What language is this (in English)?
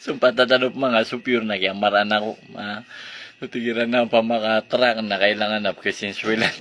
Maranao